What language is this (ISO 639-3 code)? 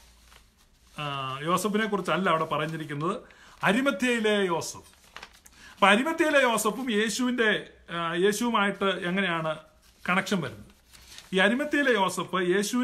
mal